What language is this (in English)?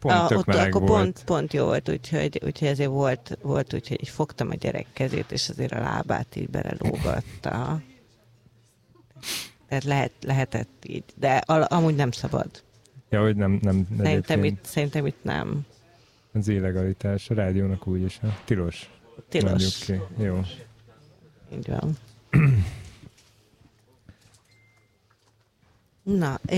Hungarian